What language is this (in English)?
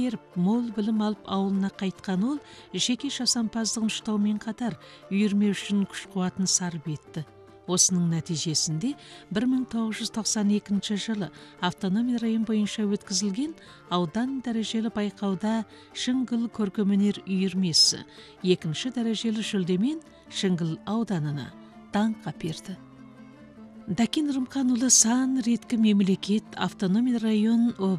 Kazakh